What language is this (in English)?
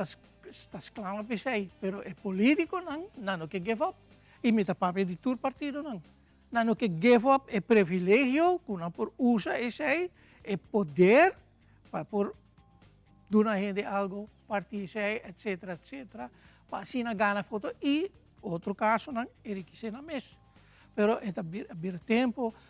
Papiamento